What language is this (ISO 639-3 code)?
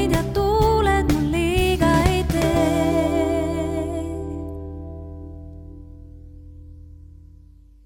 est